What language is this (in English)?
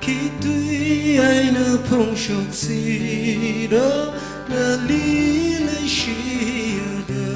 Tangkhul Naga (India)